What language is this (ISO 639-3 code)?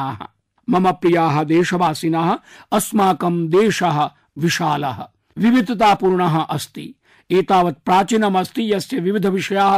san